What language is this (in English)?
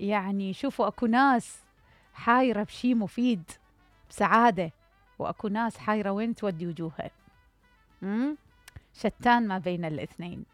Mesopotamian Arabic